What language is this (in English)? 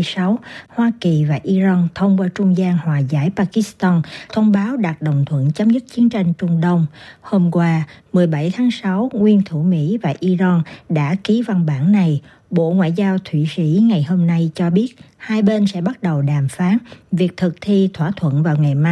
Vietnamese